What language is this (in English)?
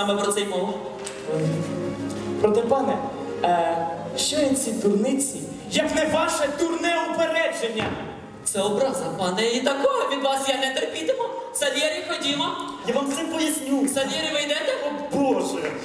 Ukrainian